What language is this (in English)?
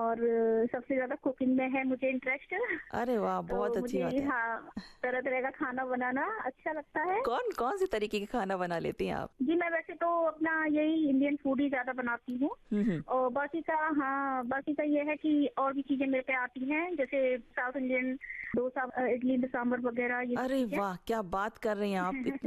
Hindi